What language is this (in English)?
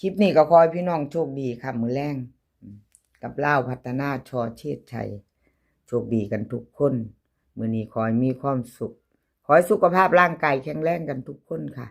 Northeastern Thai